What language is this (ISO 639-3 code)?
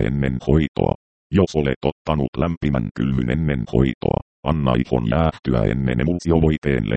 fin